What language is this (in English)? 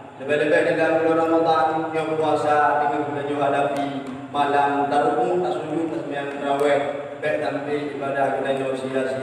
Achinese